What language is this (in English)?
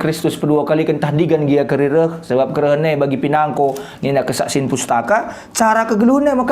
Batak Karo